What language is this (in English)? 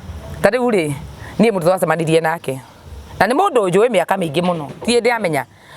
Kikuyu